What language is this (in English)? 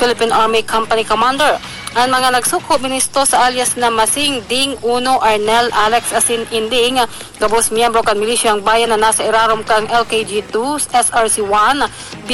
Bikol